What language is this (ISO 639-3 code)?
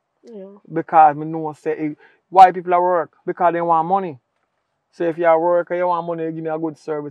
jam